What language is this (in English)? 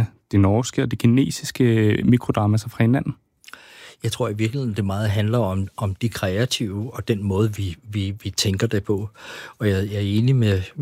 Danish